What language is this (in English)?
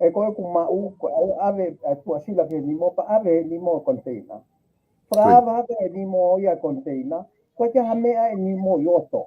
Tongan